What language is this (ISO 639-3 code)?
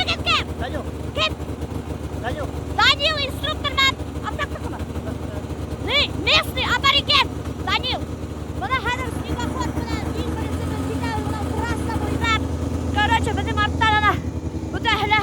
bak